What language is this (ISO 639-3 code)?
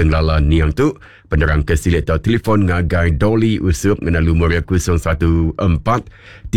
iba